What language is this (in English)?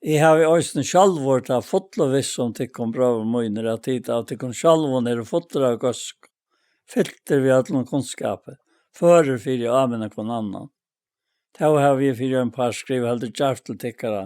Faroese